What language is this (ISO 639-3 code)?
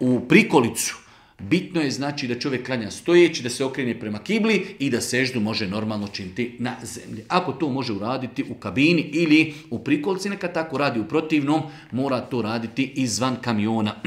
bos